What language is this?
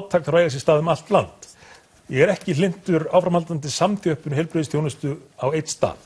Icelandic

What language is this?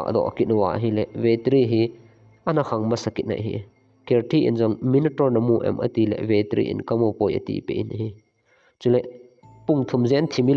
Thado Chin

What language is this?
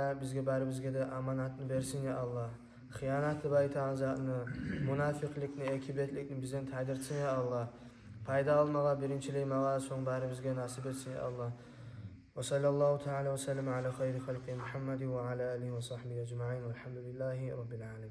Kumyk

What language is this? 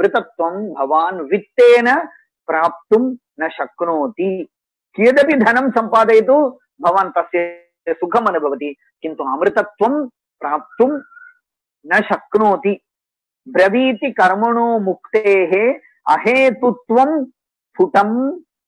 Sanskrit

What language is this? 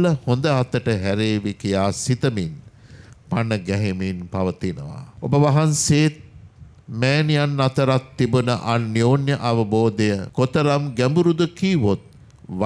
Sinhala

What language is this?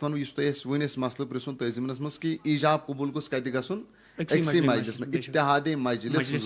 Kashmiri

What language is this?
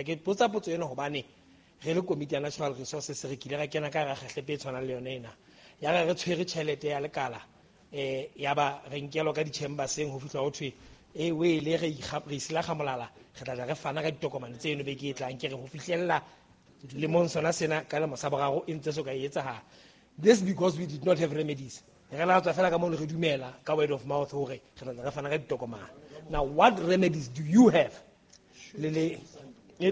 Southern Sotho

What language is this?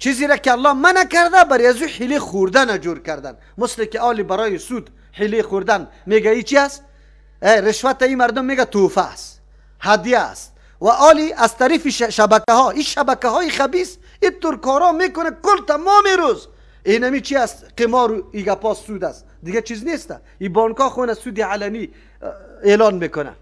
Persian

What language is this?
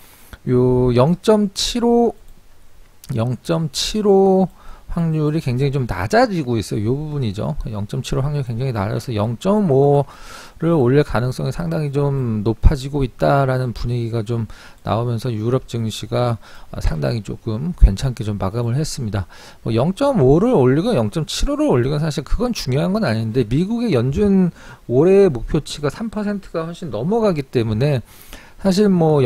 Korean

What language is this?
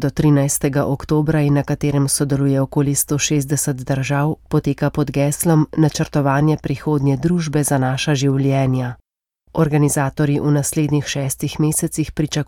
Slovenian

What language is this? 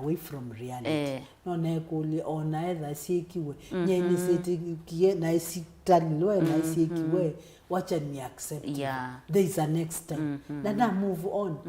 Kamba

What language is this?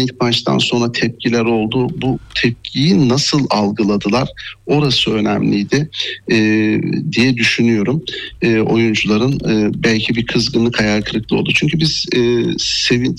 Turkish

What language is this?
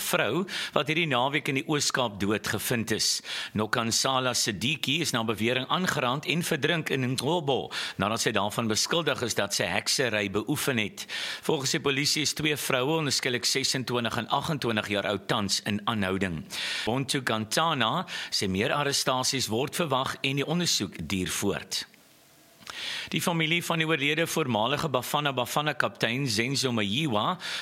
Afrikaans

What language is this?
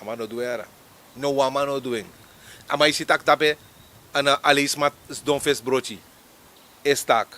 Sranan Tongo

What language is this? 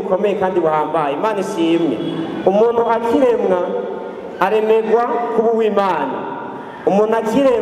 Rundi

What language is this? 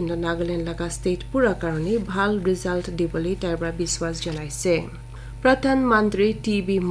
Naga Pidgin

